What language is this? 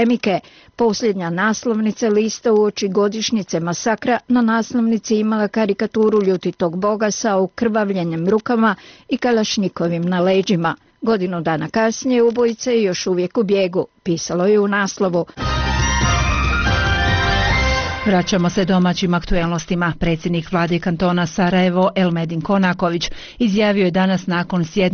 Bosnian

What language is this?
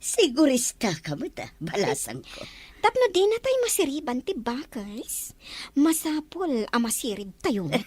Iloko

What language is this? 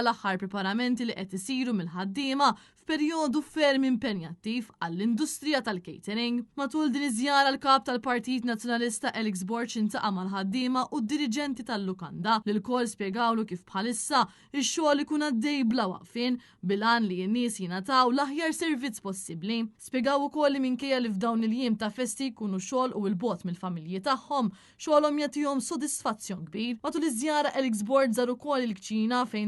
Maltese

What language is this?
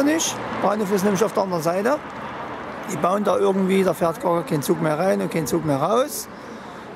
German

